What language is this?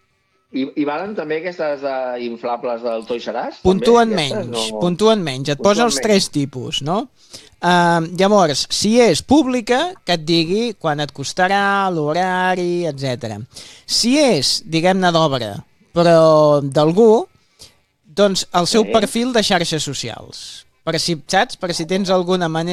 Catalan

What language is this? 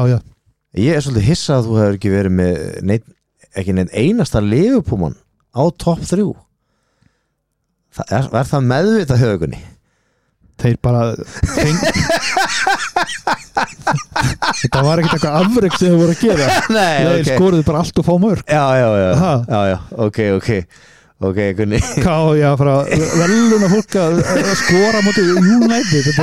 Icelandic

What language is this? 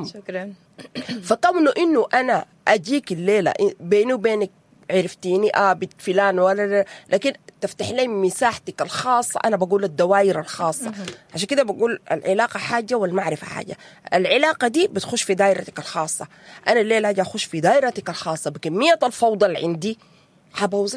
Sudanese Arabic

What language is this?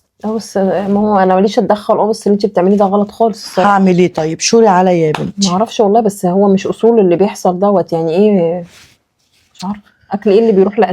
Egyptian Arabic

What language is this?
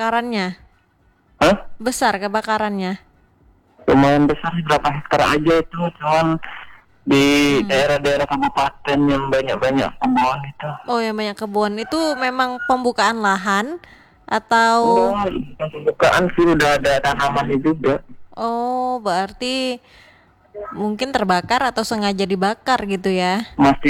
Indonesian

